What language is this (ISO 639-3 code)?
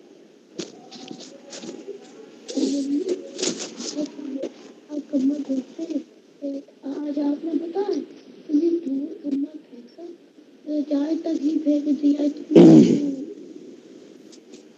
hin